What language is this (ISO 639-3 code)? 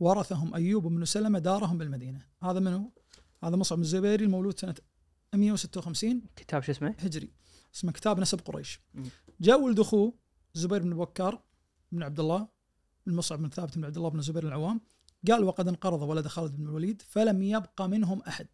ars